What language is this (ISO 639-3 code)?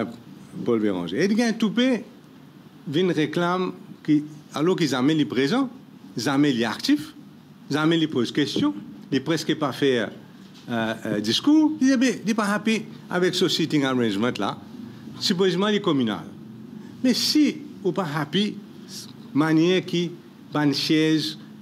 mfe